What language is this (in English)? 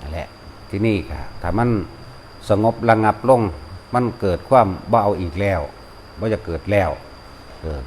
Northeastern Thai